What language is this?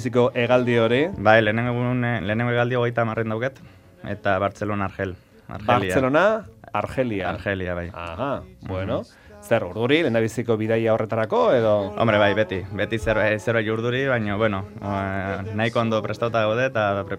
Basque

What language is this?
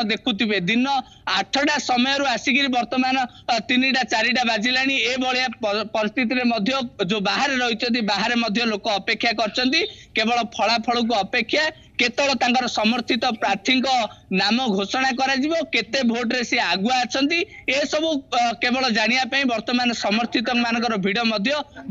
Odia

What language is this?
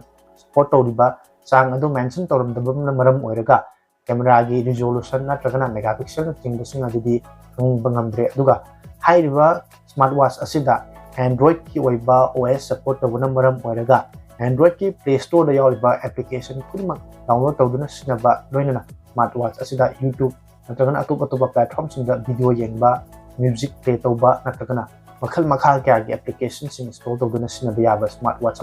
Manipuri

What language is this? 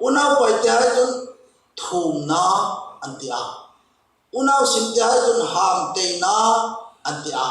Hmar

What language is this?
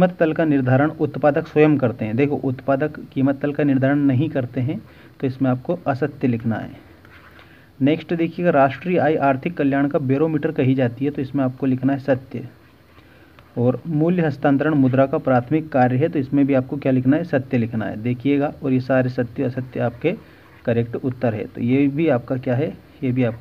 Hindi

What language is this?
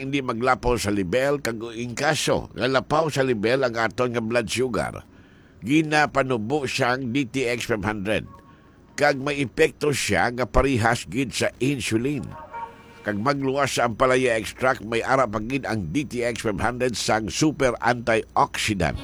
Hiligaynon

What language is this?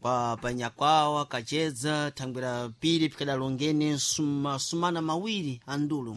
Sena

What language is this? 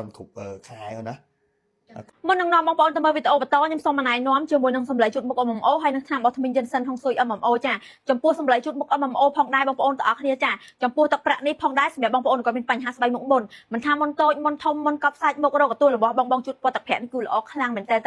Khmer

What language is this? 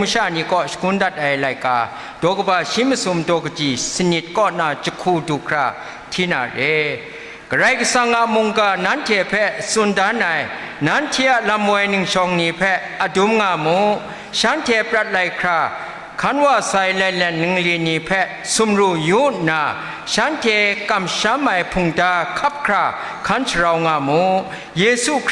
Kachin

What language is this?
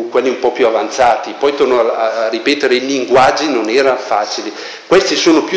Italian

